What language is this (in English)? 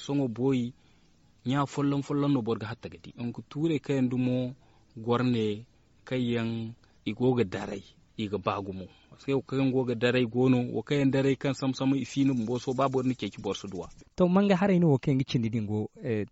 Zarma